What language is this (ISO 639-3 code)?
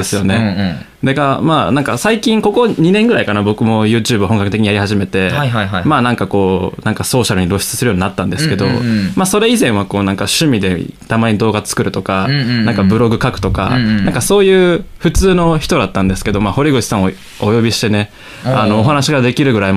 jpn